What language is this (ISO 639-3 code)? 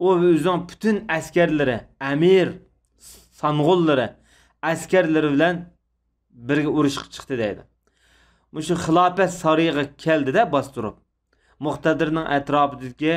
uig